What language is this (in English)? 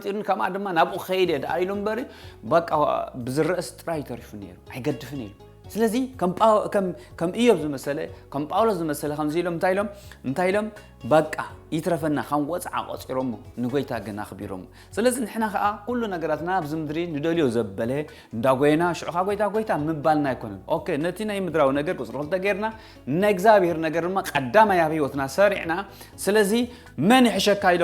Tigrinya